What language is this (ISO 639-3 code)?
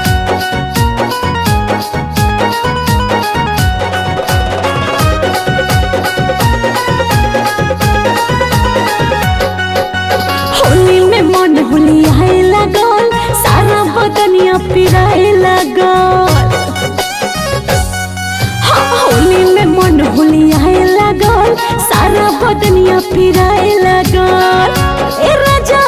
bho